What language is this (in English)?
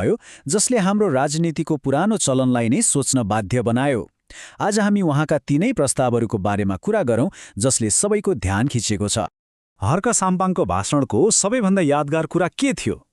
Nepali